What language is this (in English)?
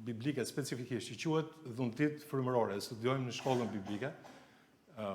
Albanian